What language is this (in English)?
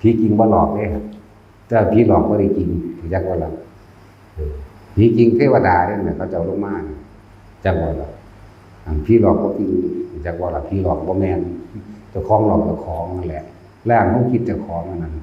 Northeastern Thai